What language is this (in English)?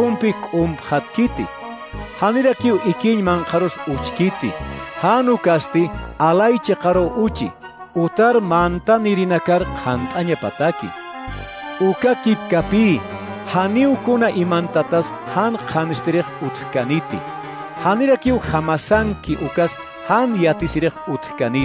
Aymara